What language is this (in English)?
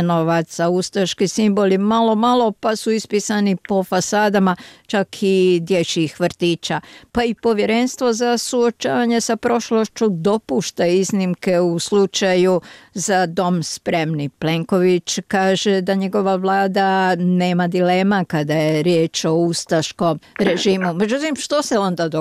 Croatian